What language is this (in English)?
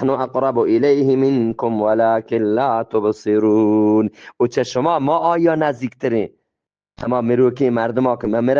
Eastern Balochi